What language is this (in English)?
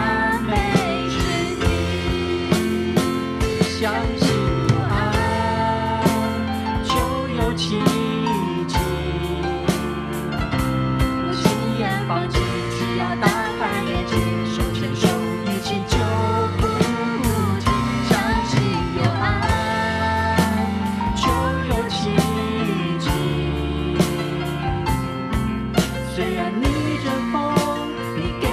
Chinese